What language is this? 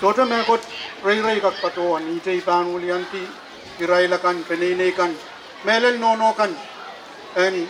Pohnpeian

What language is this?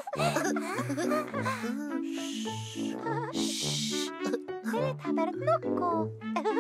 Finnish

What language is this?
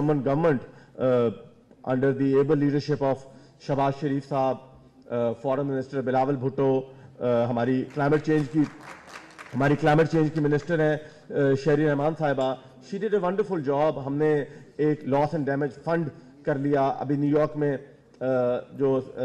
Urdu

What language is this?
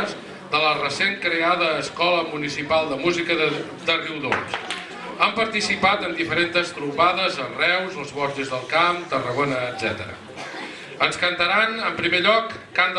Catalan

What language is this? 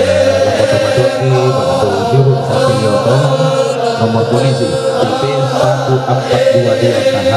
Toraja-Sa'dan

